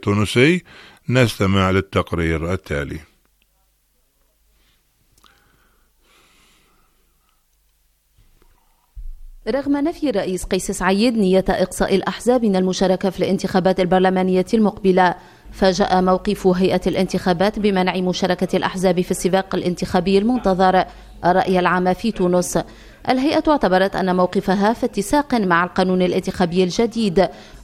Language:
Arabic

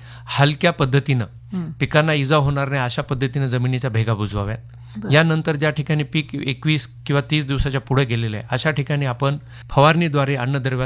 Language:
Marathi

